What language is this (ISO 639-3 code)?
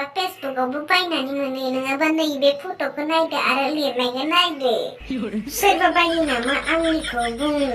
brx